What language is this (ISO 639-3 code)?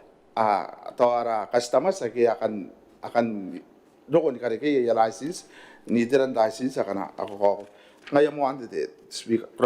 gil